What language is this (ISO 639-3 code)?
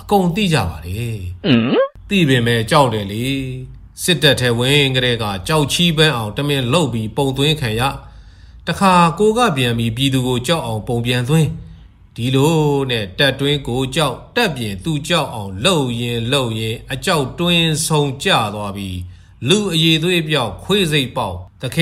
mya